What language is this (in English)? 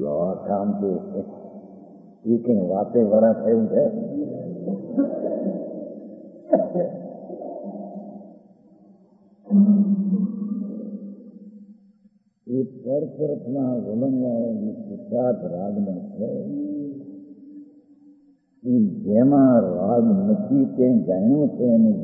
Gujarati